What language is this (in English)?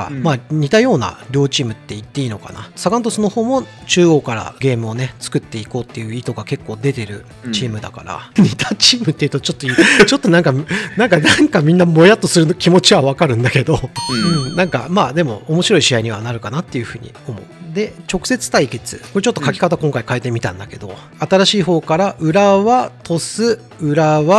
Japanese